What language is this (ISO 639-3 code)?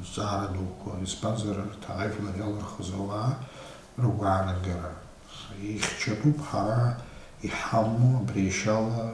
abk